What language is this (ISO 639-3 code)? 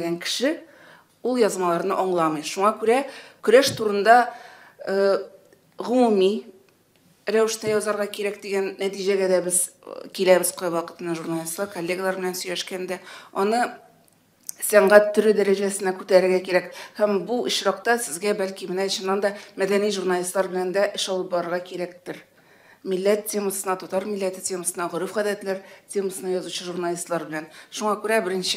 tat